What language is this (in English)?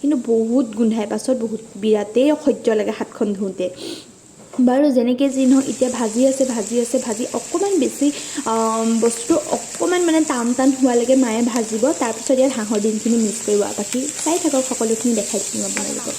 Assamese